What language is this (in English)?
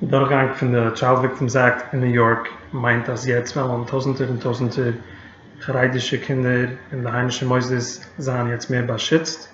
Yiddish